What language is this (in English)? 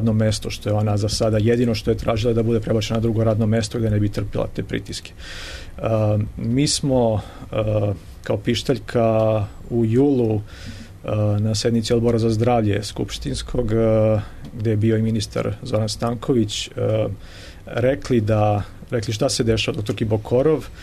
Serbian